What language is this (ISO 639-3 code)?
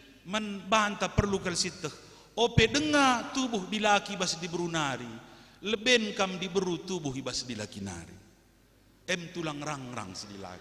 btx